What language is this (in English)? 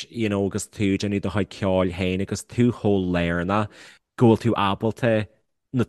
Irish